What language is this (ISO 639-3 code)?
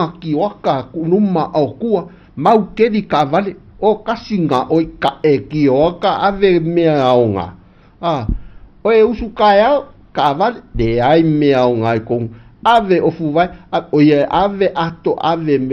smo